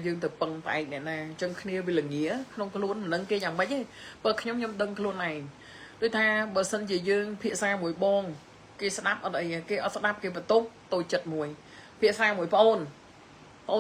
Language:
Khmer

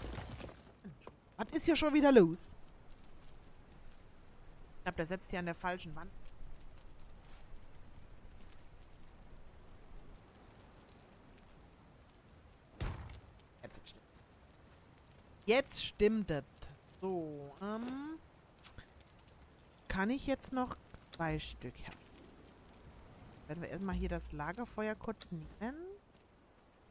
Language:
German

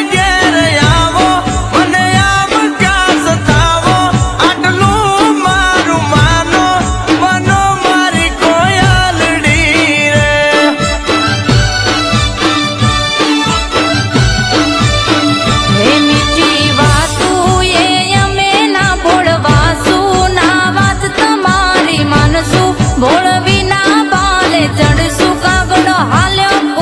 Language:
Gujarati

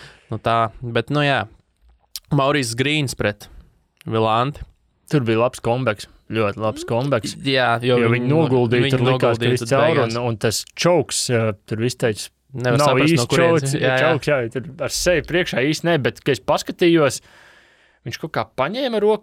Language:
Latvian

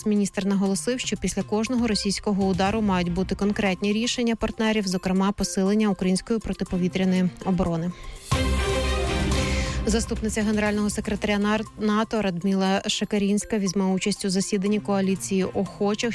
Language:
Ukrainian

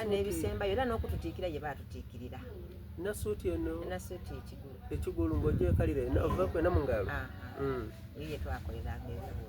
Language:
Soga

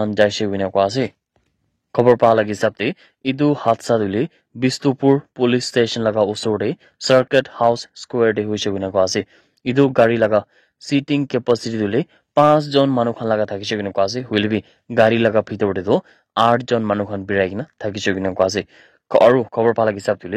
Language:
Naga Pidgin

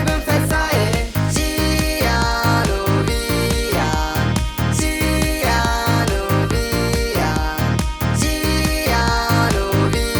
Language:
Kurdish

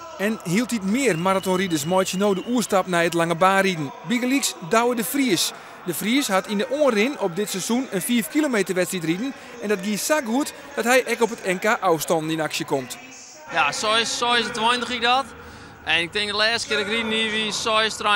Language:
Western Frisian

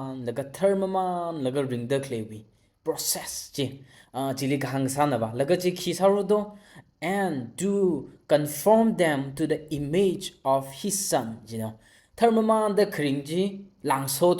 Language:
Tangkhul Naga (India)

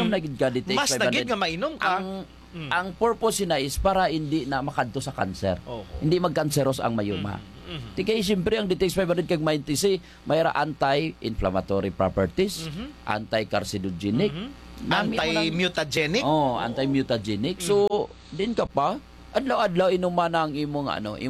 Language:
Hiligaynon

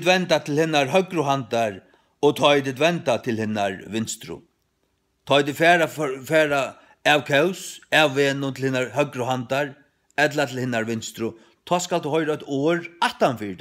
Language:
Faroese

